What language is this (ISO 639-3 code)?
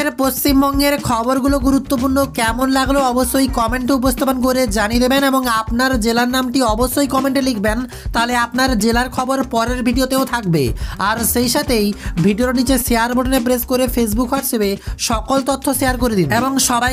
ben